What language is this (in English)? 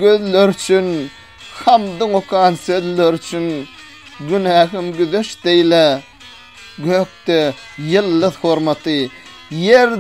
Turkmen